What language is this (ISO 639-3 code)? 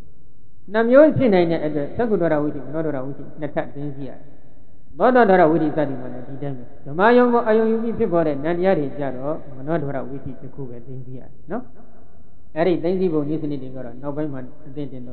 mya